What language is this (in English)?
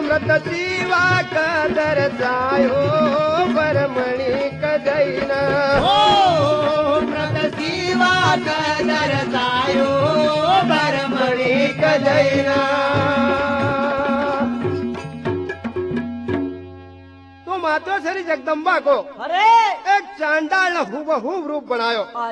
Hindi